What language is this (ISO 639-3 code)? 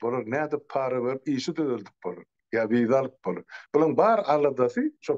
tuk